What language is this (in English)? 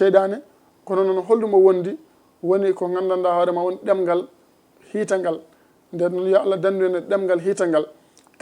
Fula